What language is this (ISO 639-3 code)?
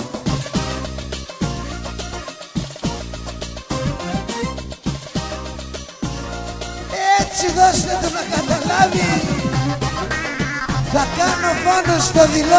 ell